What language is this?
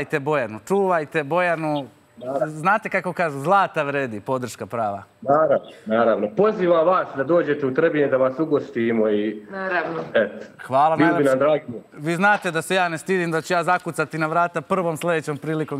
Serbian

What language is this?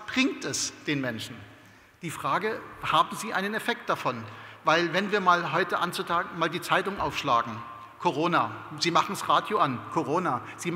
German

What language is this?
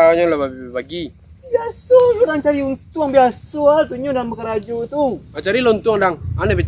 Minangkabau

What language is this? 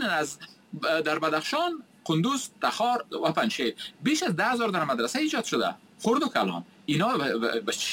Persian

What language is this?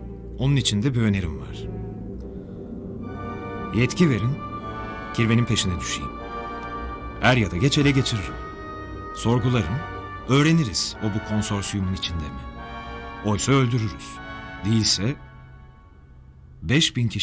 Turkish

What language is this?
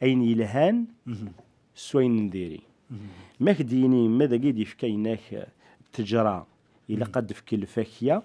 Kabyle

